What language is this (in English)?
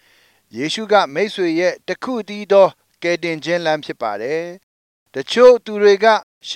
Burmese